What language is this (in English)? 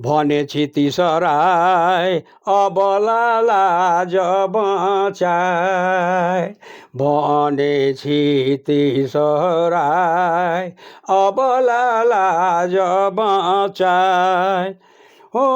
Sadri